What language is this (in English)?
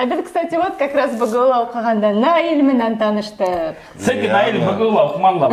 Bashkir